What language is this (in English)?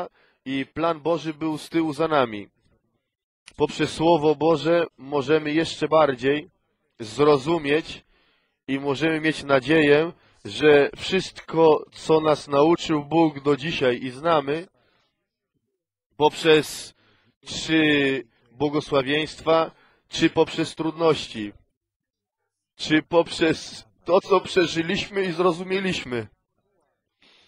Polish